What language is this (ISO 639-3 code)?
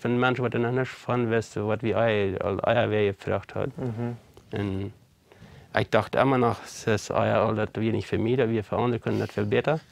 pdt